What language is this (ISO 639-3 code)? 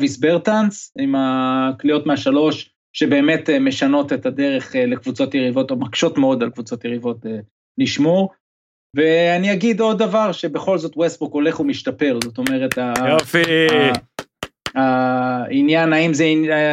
heb